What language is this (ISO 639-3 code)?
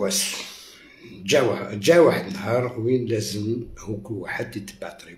arq